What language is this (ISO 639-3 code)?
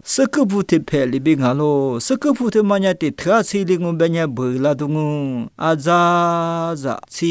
lis